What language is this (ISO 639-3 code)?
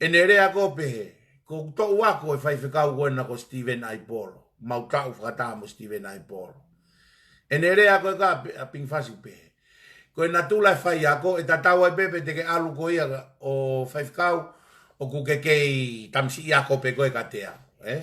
ton